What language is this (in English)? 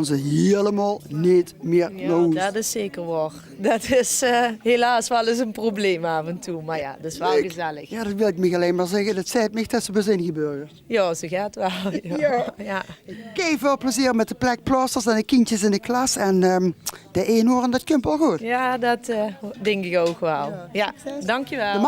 Limburgish